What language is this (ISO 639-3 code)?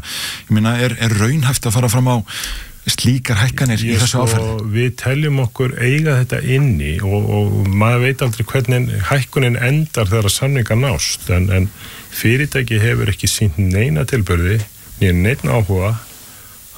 isl